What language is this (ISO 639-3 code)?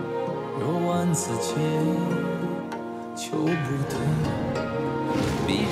zho